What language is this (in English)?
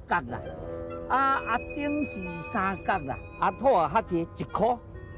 Min Nan Chinese